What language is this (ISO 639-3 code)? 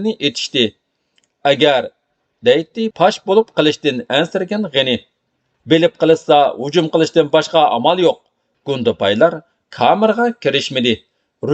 uig